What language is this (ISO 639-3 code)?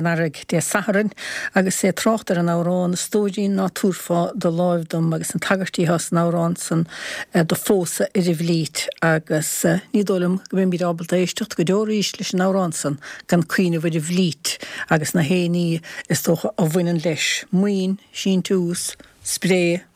gle